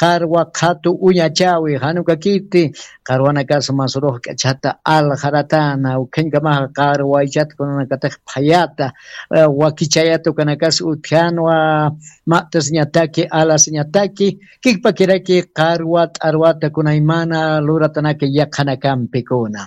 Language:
Aymara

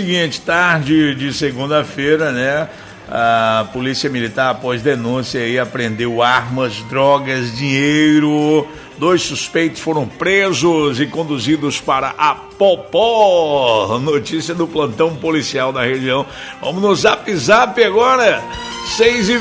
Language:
Portuguese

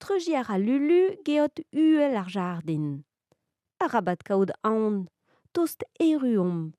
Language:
Breton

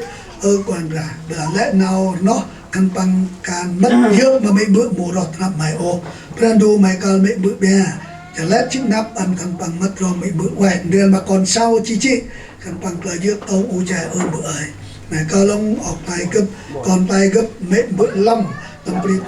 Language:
Central Mnong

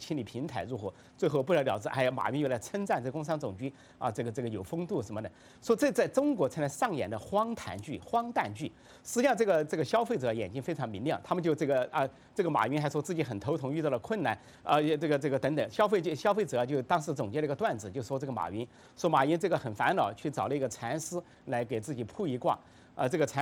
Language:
Chinese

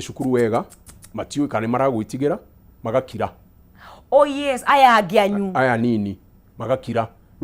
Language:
Kikuyu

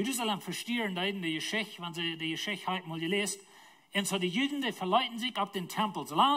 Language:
Plautdietsch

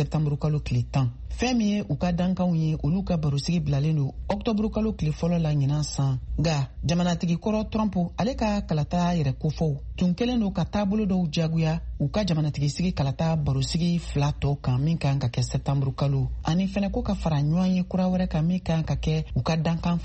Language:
Bambara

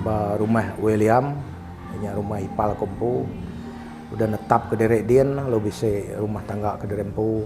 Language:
Iban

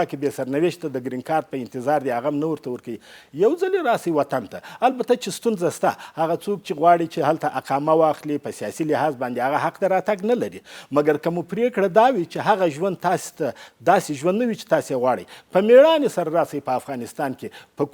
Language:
Pashto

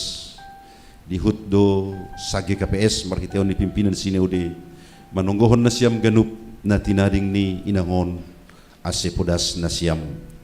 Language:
Batak Simalungun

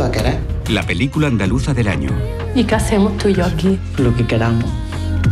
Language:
Spanish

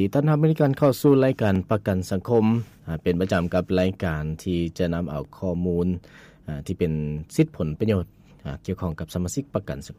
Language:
Lao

